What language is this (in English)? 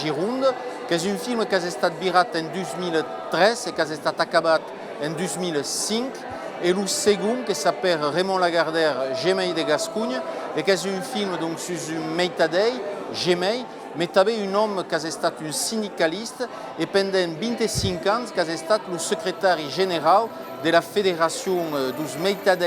Occitan